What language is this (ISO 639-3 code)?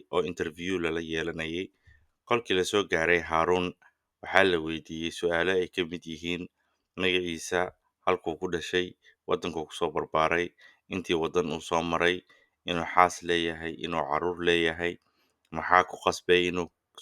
som